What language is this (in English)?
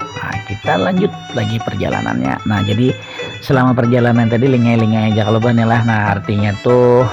Banjar